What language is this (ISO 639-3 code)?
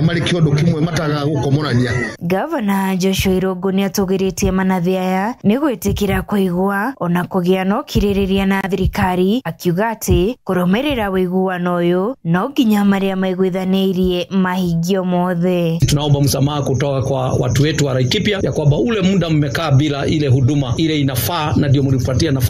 kik